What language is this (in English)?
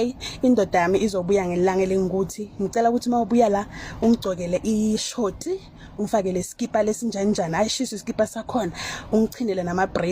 Zulu